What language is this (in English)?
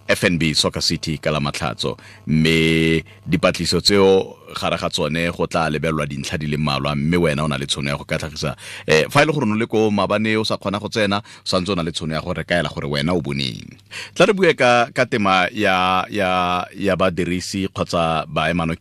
Tswana